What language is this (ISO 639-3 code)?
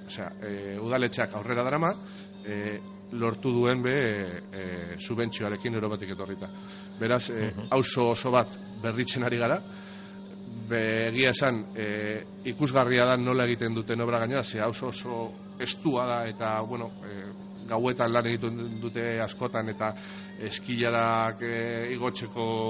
eus